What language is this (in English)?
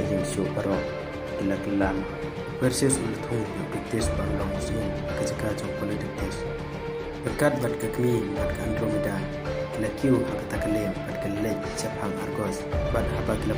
Khasi